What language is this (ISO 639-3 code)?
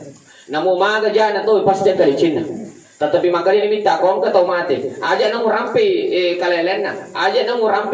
bug